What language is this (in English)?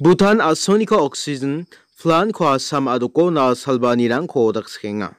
Garo